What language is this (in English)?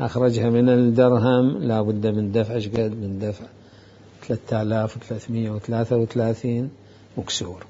Mesopotamian Arabic